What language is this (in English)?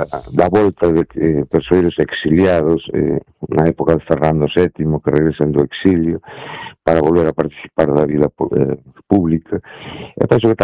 Galician